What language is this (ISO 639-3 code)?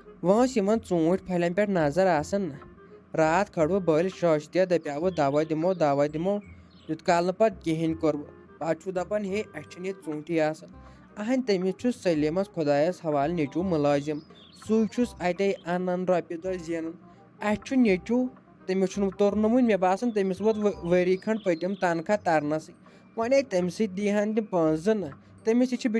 kas